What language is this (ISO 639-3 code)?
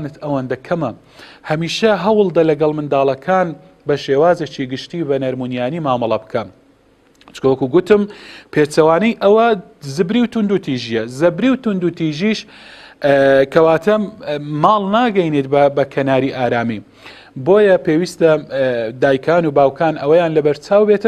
ckb